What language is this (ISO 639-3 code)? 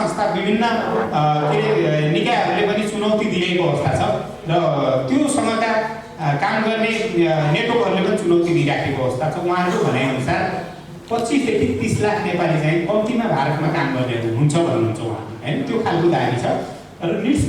nep